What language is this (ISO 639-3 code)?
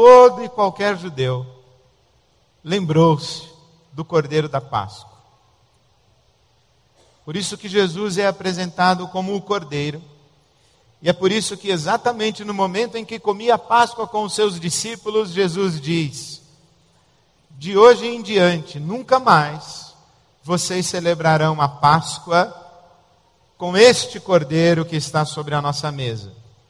por